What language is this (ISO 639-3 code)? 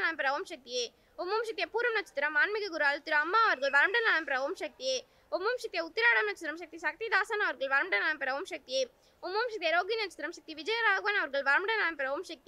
tam